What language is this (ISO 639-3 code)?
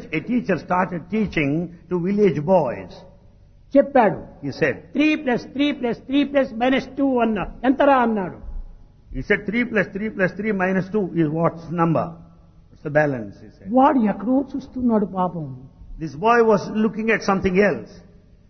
tel